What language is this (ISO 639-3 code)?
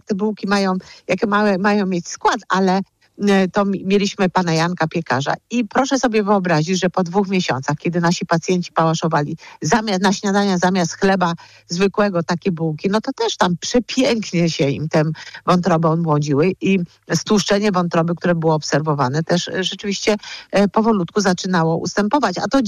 pol